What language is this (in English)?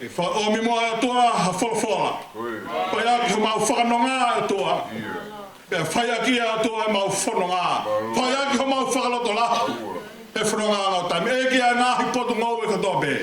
Tongan